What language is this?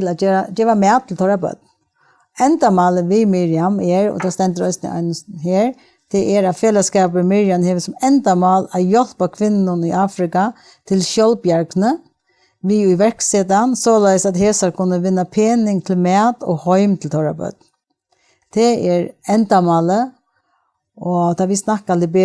Faroese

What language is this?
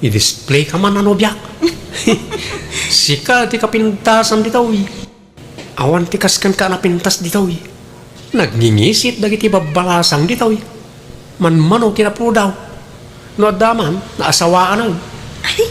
Iloko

